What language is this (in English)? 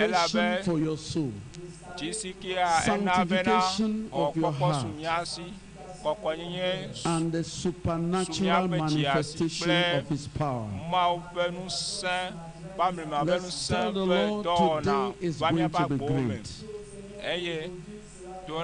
Ewe